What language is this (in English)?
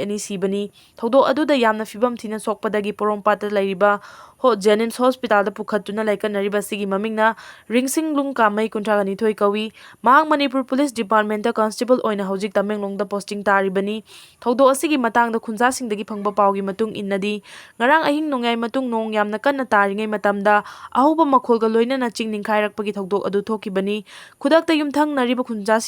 Manipuri